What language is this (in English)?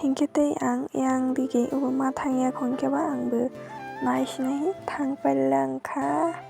Kok Borok